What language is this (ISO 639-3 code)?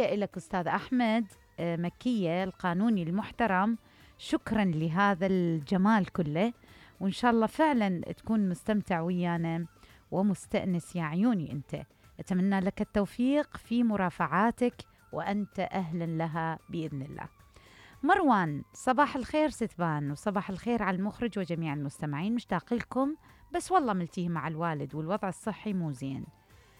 acm